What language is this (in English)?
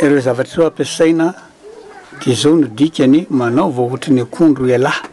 Malagasy